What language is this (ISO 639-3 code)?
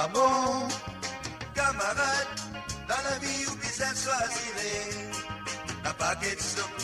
mfe